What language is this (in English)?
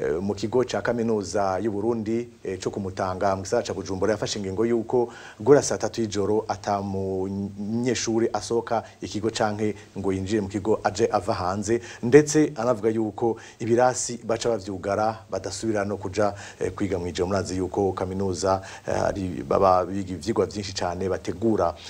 Rundi